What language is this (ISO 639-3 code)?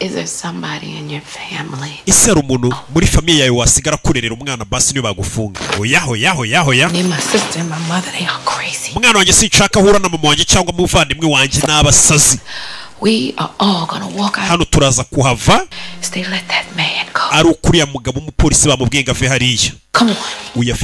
kin